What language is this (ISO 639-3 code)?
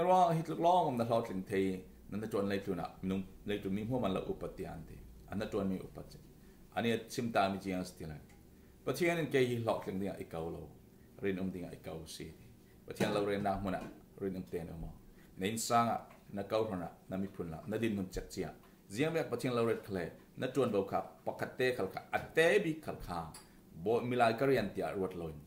cfm